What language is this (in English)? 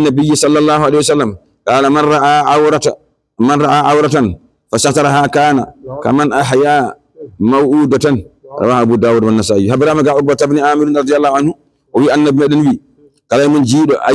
Fula